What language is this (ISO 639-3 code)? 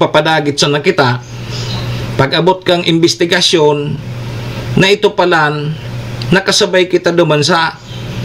bik